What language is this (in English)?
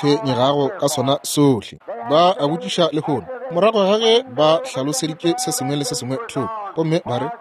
Northern Sotho